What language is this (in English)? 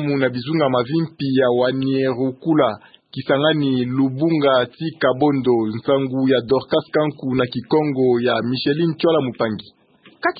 Kituba (Democratic Republic of Congo)